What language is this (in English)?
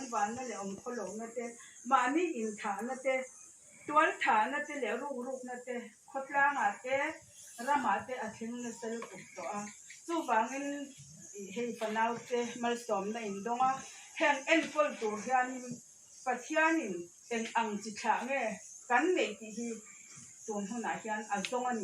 Mizo